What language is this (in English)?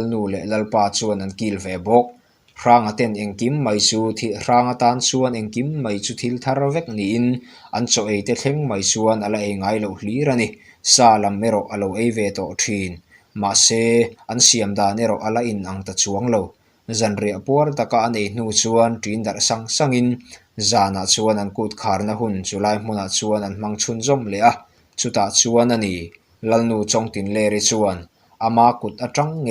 Mizo